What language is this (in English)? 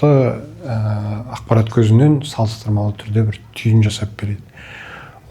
Kazakh